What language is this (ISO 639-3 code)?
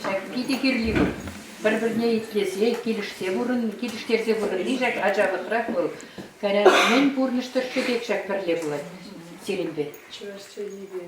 chv